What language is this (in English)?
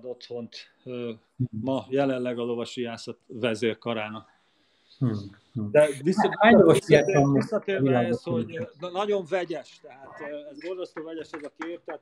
Hungarian